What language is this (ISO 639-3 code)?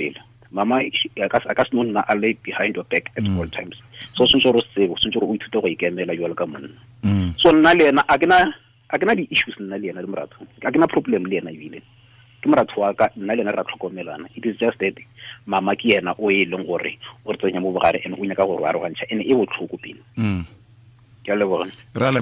tsn